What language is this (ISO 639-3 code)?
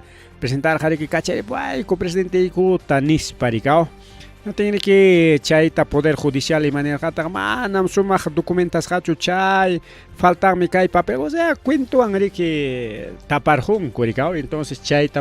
quy